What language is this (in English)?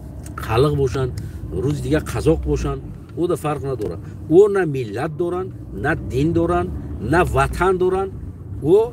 Tajik